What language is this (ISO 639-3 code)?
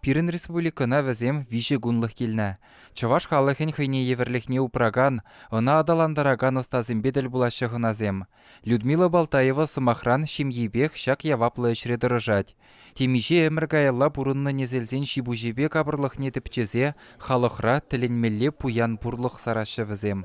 chv